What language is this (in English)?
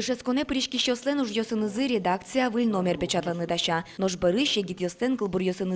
Udmurt